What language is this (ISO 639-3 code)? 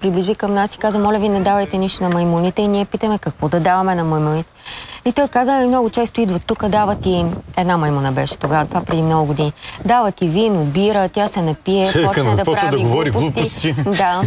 bul